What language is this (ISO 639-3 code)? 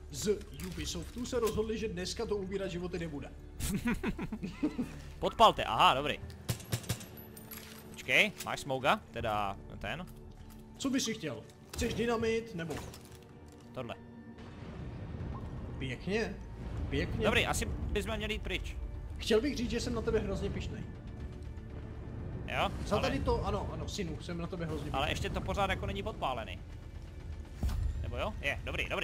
ces